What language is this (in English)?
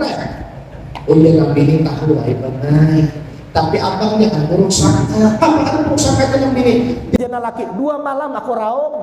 Banjar